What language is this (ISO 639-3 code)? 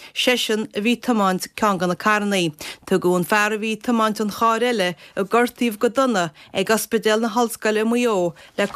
gle